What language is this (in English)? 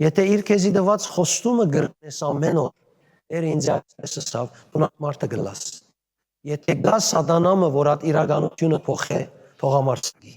Western Armenian